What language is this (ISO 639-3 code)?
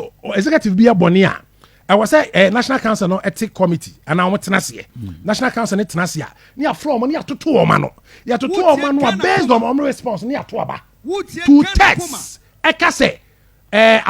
aka